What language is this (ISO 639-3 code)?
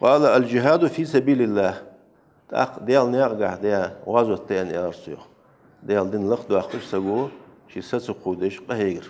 inh